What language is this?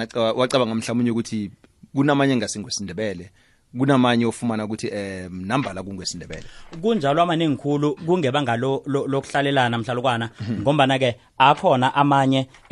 South Ndebele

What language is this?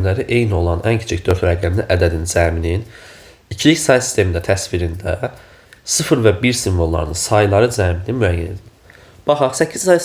Azerbaijani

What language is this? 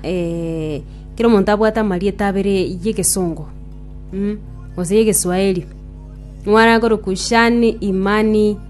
Gusii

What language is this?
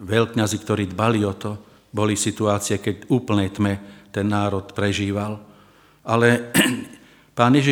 Slovak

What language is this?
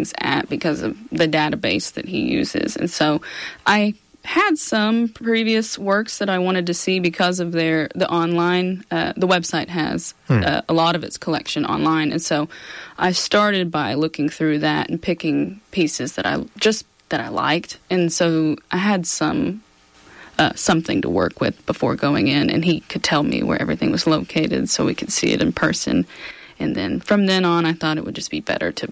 English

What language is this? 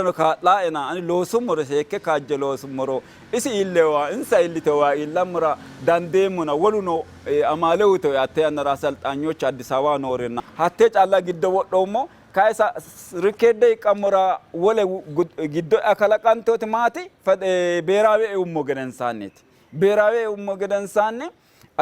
Sidamo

